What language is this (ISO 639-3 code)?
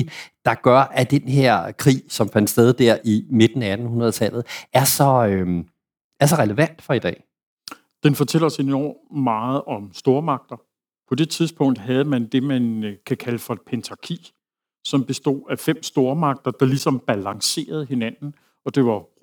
dan